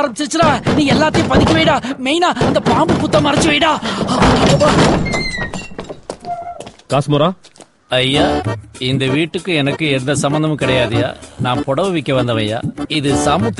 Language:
Tamil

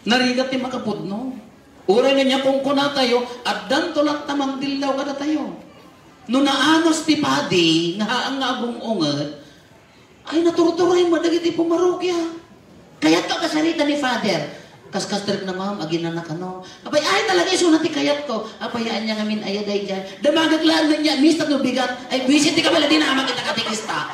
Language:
Iloko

